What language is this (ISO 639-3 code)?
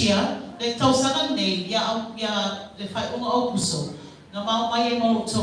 smo